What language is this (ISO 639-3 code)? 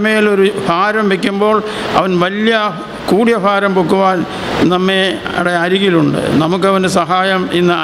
mal